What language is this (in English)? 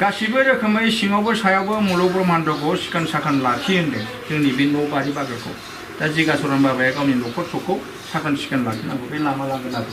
Bodo